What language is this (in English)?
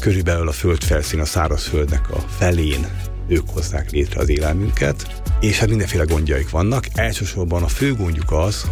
Hungarian